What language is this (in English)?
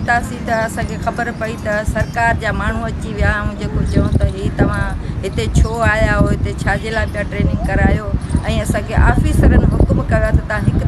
Sindhi